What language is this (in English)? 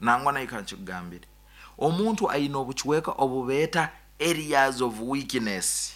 Nyankole